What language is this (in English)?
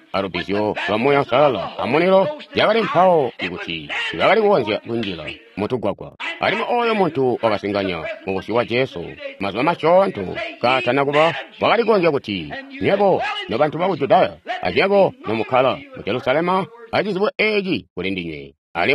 Tonga (Zambia)